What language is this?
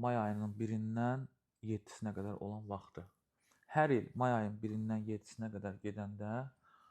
Azerbaijani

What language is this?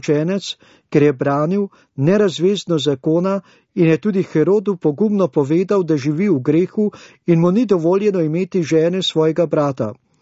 Slovenian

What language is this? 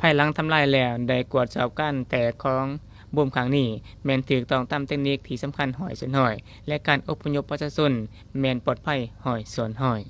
Lao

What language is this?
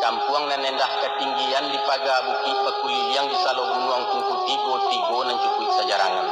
Minangkabau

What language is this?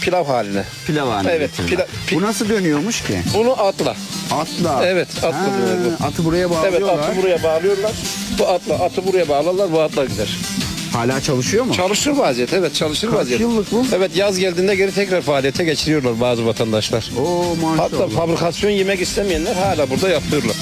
Turkish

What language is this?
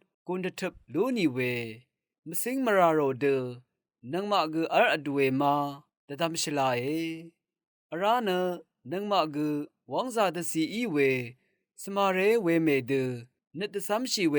Rawang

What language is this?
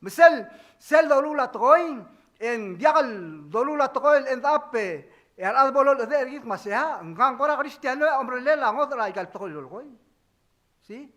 Palauan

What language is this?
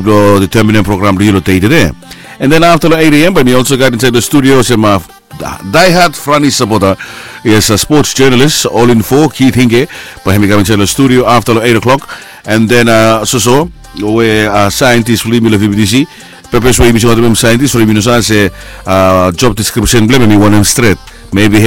Bislama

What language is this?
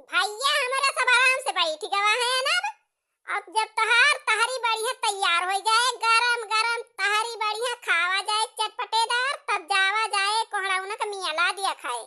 Awadhi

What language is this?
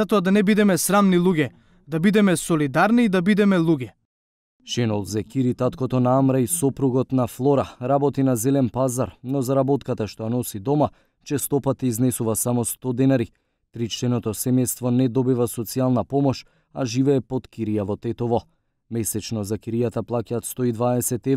Macedonian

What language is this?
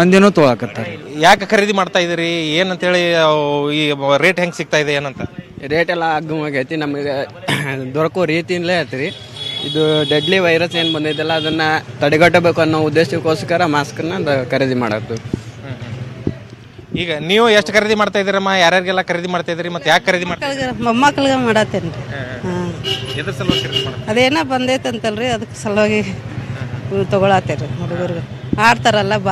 Kannada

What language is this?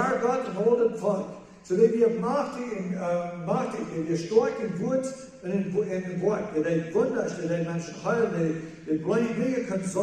Plautdietsch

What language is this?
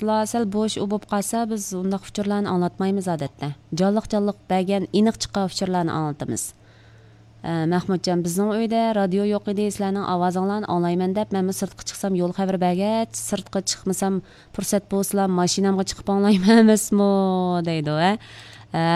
Uyghur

